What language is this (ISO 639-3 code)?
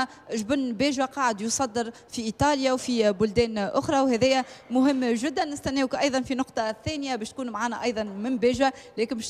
aeb